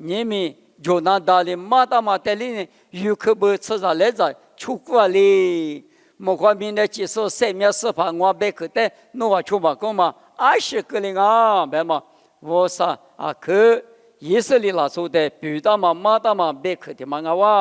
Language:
Lisu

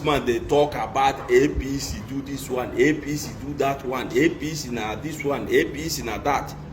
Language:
Nigerian Pidgin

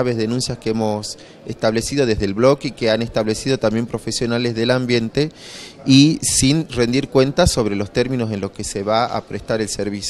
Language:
Spanish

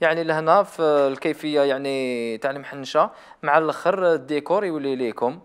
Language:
Algerian Arabic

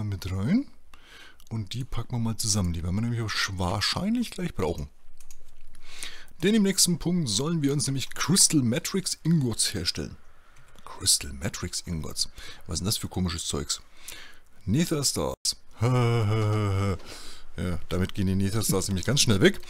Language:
German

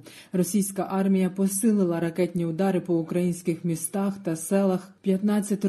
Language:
Ukrainian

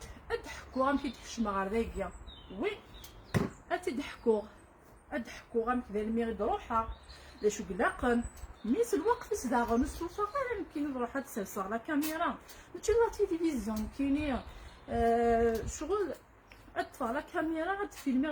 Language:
Kabyle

